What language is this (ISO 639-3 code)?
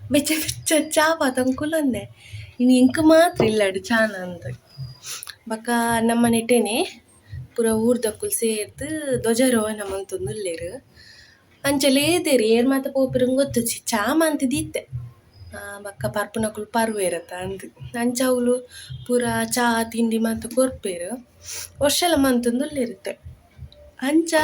tcy